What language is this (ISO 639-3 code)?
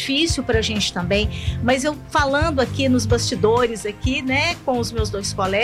por